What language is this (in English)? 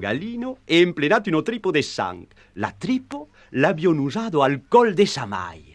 Occitan